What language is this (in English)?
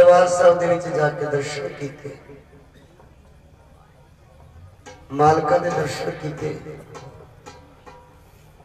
Punjabi